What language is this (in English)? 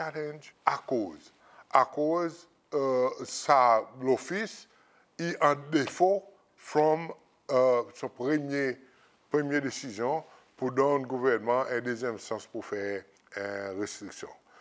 Seselwa Creole French